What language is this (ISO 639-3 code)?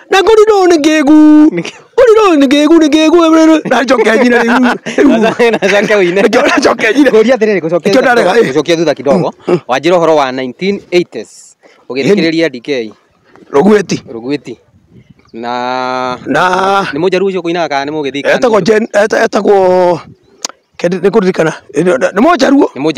kik